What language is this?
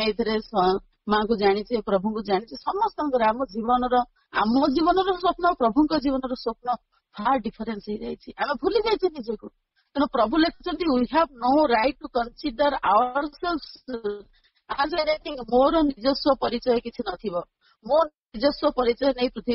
Odia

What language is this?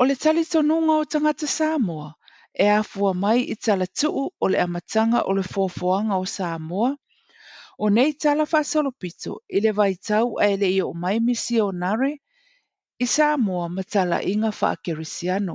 Samoan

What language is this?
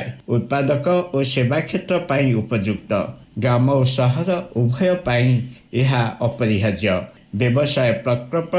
Odia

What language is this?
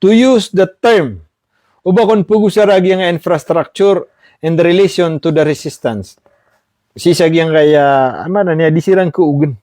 Maranao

